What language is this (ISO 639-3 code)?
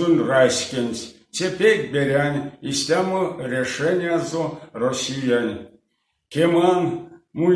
myv